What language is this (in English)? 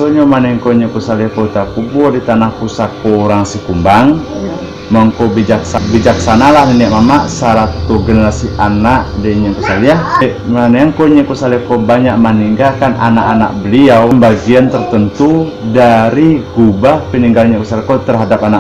Minangkabau